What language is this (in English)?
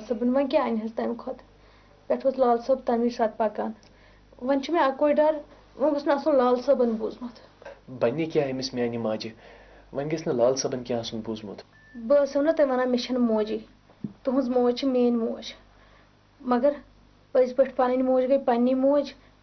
Kashmiri